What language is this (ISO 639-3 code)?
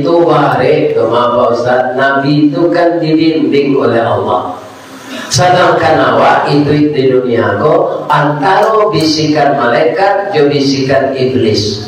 min